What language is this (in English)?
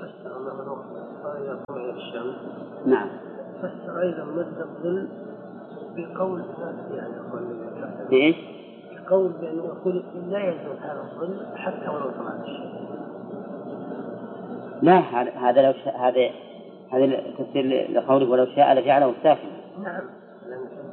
Arabic